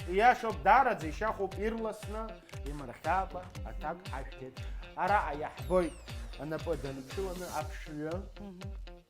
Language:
Abkhazian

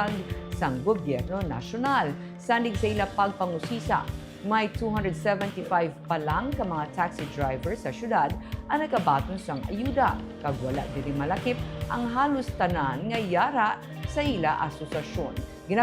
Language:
Hiligaynon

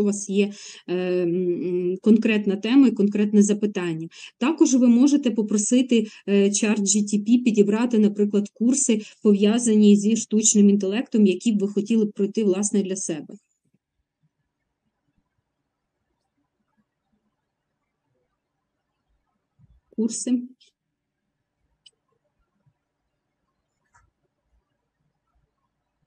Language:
Ukrainian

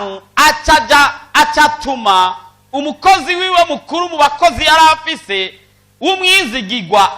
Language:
Rundi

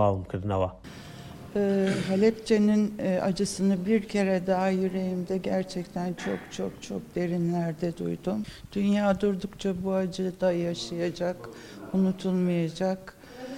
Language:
Central Kurdish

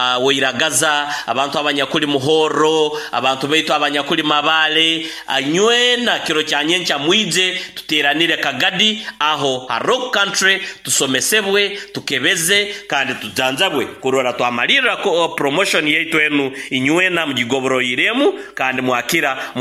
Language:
Nyoro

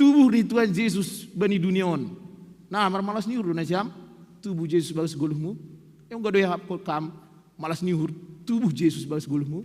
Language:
Batak Simalungun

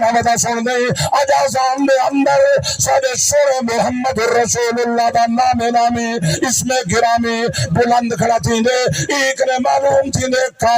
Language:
Saraiki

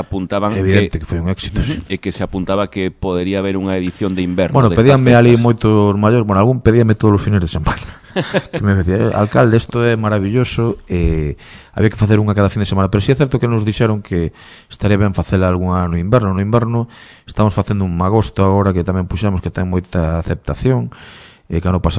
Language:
Galician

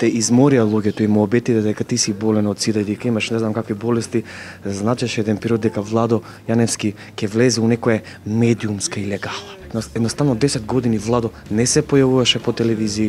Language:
Macedonian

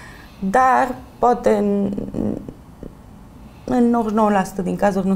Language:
Romanian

